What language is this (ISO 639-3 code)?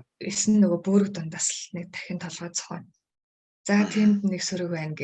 mon